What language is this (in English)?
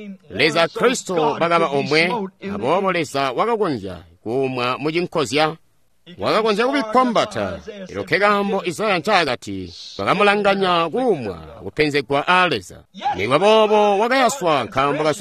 Tonga (Zambia)